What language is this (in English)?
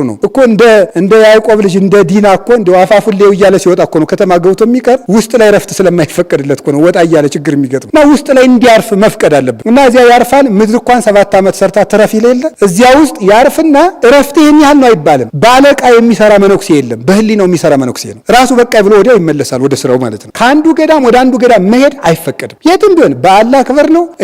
Amharic